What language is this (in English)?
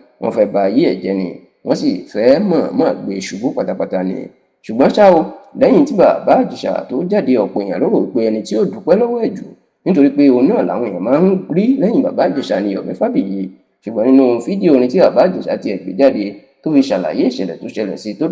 Yoruba